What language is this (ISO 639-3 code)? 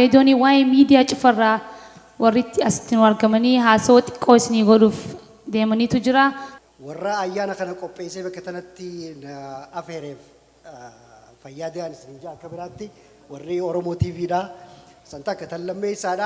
orm